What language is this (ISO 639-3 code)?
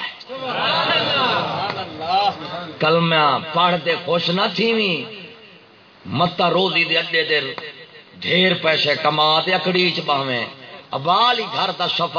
skr